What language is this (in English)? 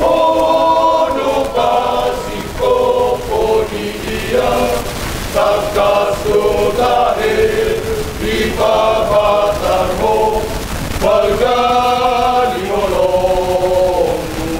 Batak Toba